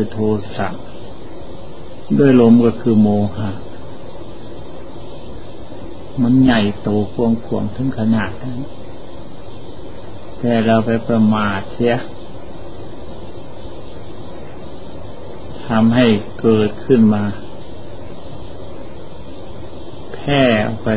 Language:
Thai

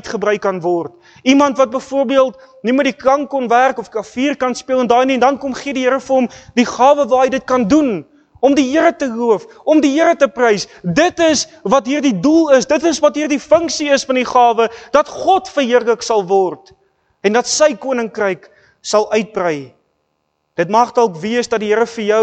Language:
Afrikaans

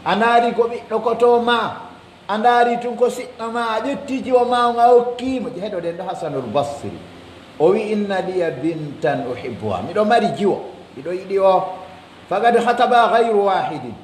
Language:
Pular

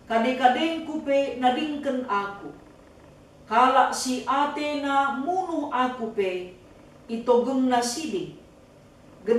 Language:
Batak Karo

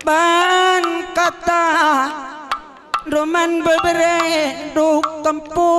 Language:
Batak Karo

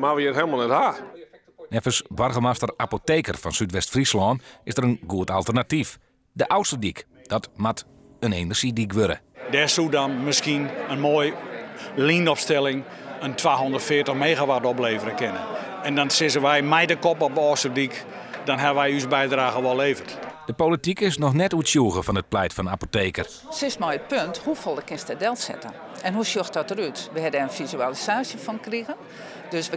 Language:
Western Frisian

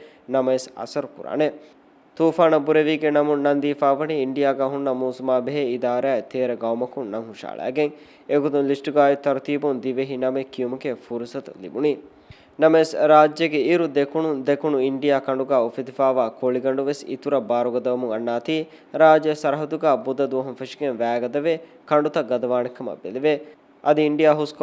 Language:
Divehi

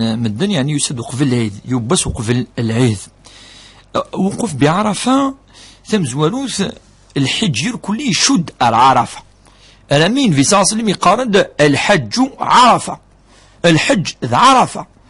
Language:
Kabyle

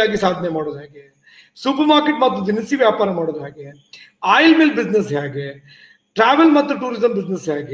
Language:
Kannada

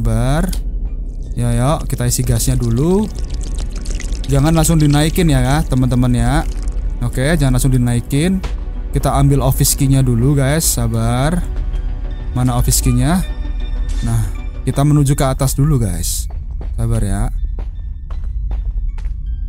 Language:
Indonesian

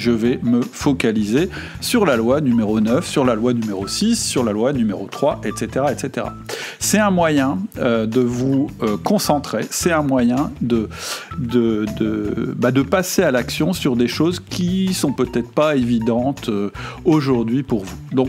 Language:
French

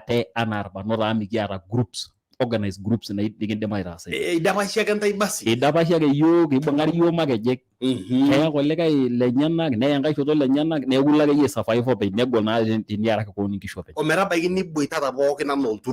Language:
Masai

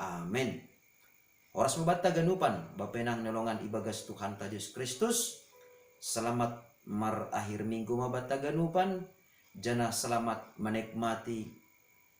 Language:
Batak Simalungun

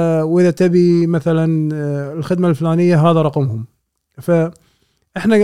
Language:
Gulf Arabic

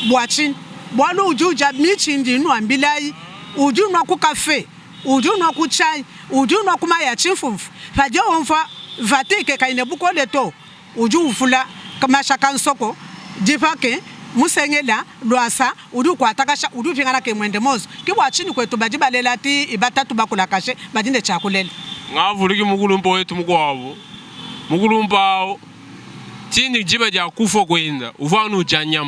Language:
Luba-Lulua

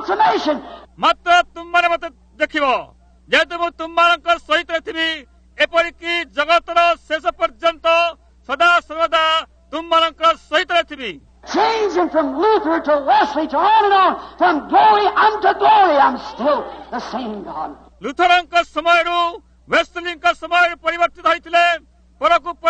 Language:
Odia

